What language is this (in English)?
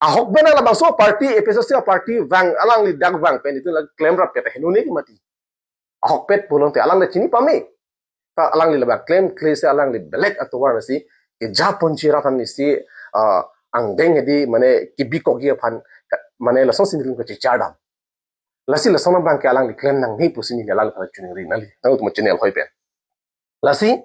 Karbi